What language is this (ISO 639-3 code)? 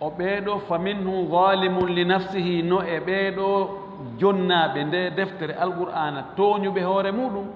ful